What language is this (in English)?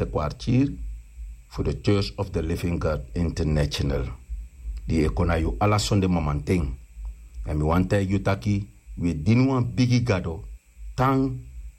Sranan Tongo